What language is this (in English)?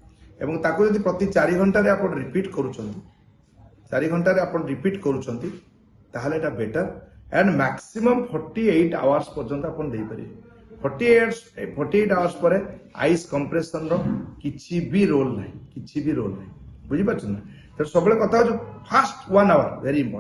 Odia